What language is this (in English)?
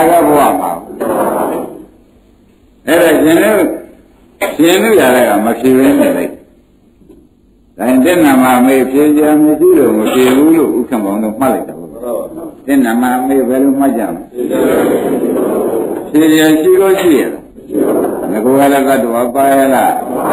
Burmese